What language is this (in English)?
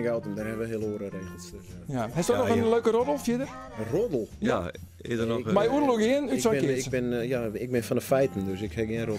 Western Frisian